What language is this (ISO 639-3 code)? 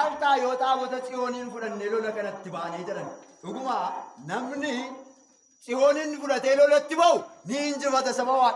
orm